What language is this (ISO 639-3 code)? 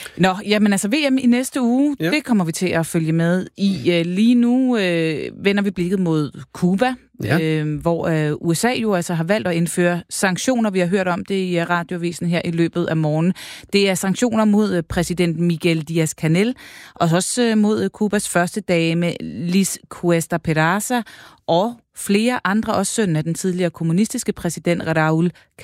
dan